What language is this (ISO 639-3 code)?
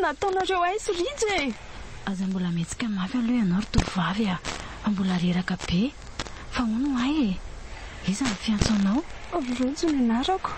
mlg